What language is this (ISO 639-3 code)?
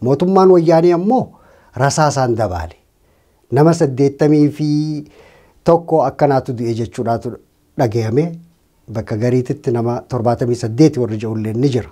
orm